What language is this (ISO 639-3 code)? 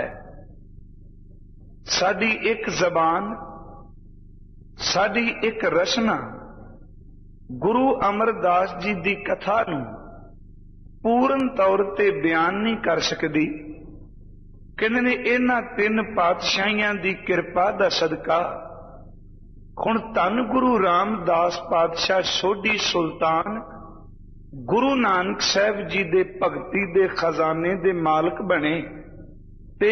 pan